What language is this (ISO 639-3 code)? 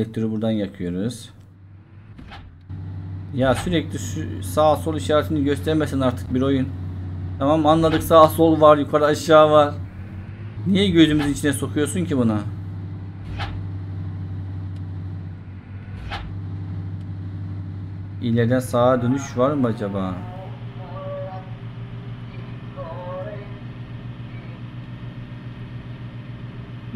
tur